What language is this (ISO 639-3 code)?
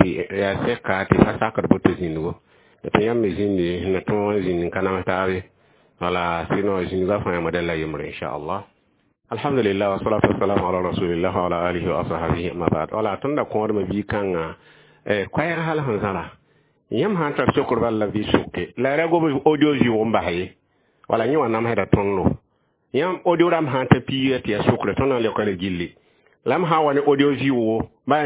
mos